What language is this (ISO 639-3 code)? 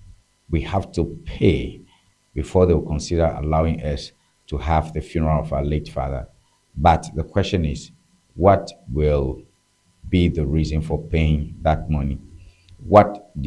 ewe